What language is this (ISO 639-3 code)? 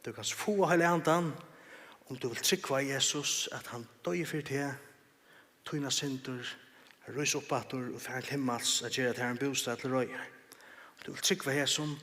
fao